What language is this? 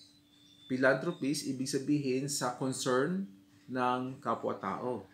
Filipino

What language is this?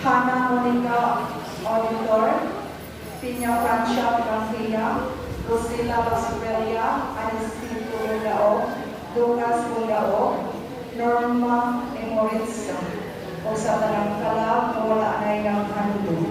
Cebuano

